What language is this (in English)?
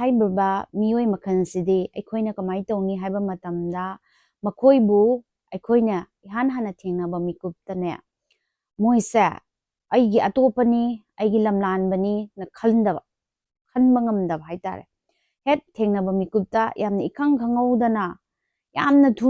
Manipuri